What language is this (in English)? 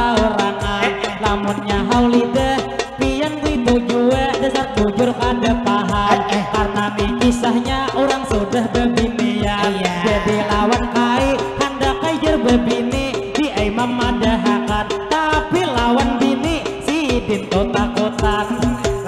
Banjar